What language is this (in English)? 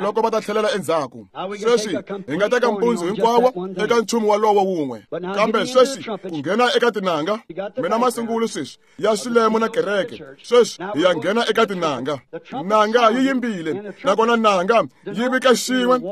Tsonga